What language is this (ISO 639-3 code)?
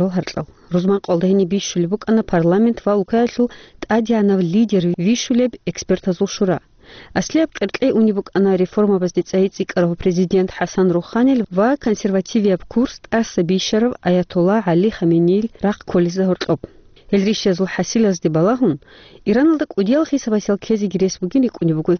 ava